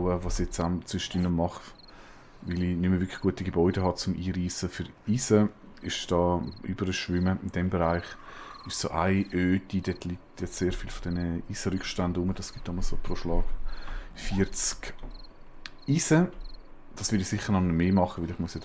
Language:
Swiss German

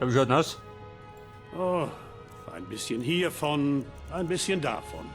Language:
Bavarian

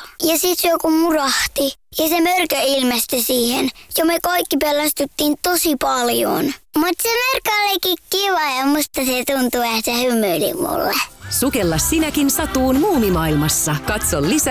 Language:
Finnish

